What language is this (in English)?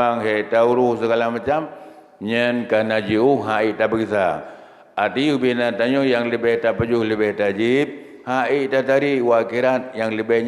Achinese